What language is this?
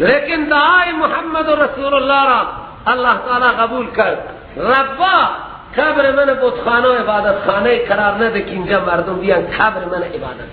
Persian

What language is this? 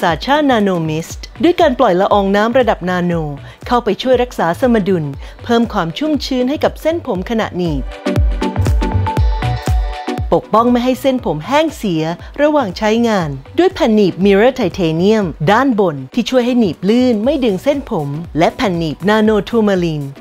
Thai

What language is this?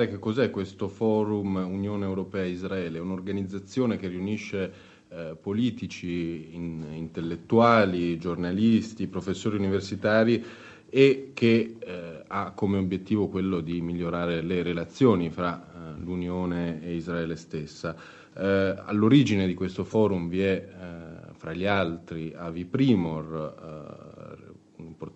Italian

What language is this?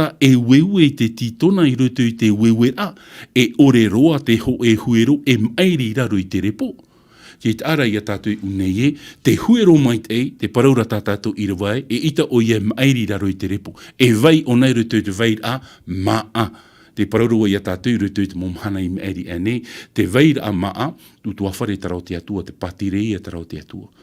Tahitian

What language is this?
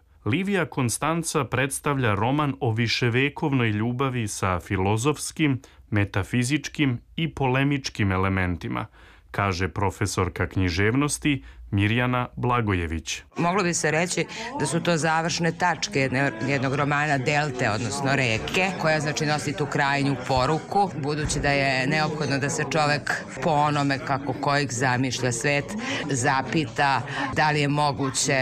Serbian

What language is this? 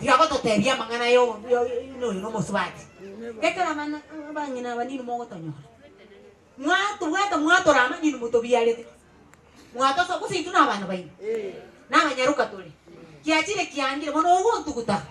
Gusii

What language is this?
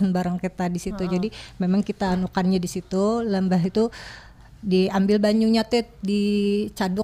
Banjar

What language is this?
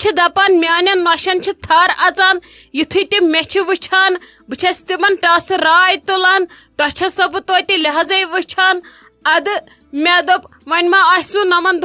Kashmiri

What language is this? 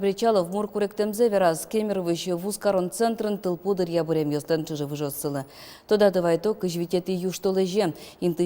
Udmurt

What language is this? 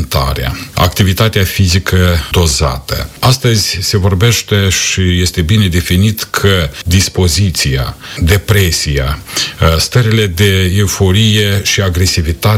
Romanian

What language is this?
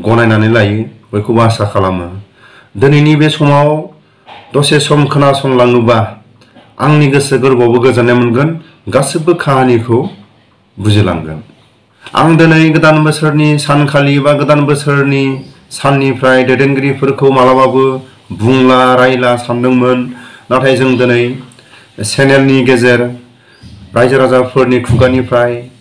Bodo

